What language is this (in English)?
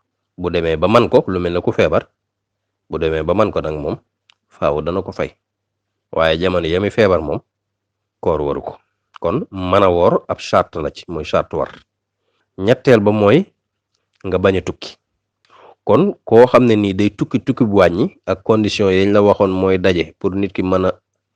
Wolof